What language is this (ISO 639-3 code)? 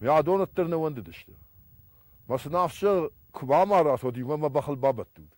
oss